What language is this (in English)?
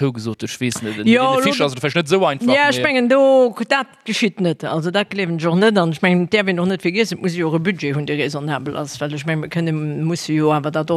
Luxembourgish